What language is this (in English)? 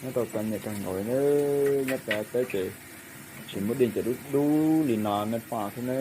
Hmong